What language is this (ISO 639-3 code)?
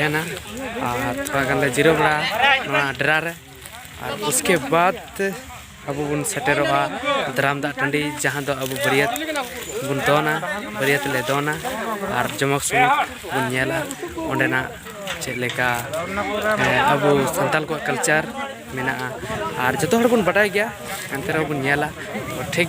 sat